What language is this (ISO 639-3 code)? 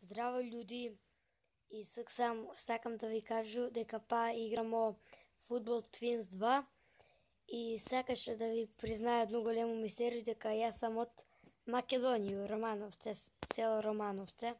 mkd